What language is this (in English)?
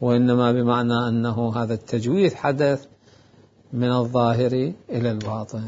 Mesopotamian Arabic